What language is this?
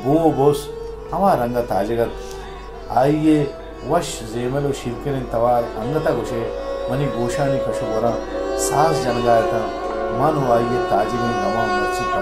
Baluchi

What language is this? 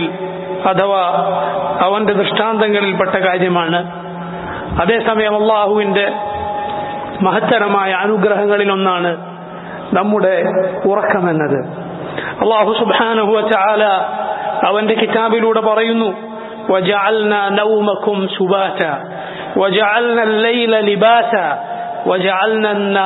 Malayalam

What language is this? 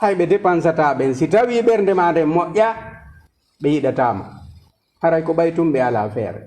Fula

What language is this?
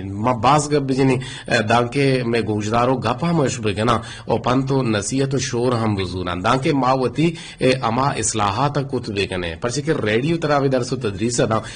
Eastern Balochi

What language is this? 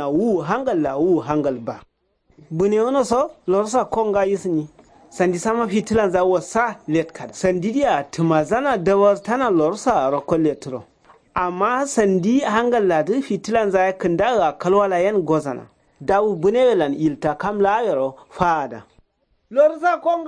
Kanuri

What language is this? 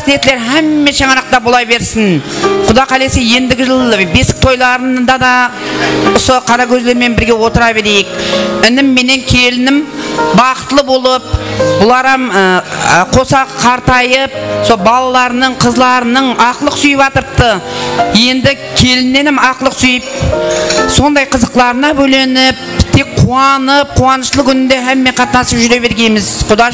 Kara-Kalpak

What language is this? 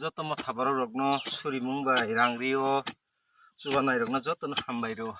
Kok Borok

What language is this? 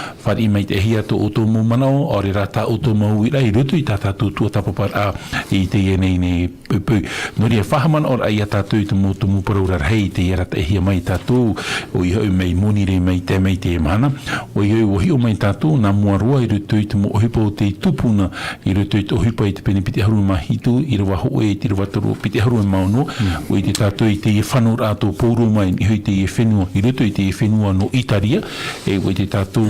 Tahitian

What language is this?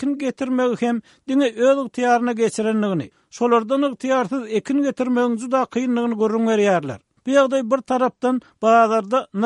Turkmen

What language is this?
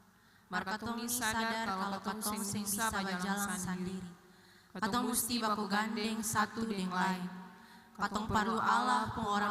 Ambonese Malay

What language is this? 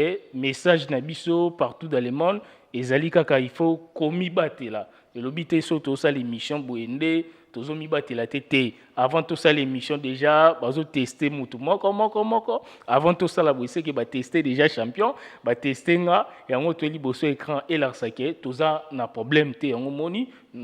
Lingala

